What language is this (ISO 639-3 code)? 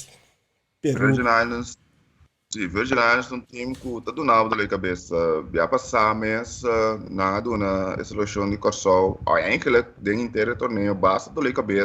pap